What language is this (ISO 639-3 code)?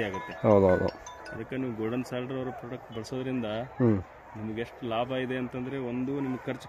kan